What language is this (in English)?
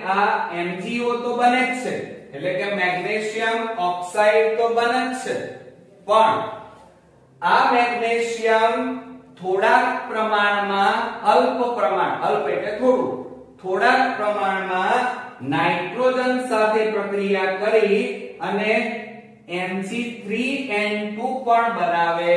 Gujarati